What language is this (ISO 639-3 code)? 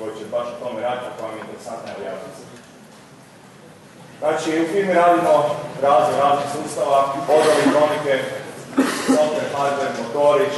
hrv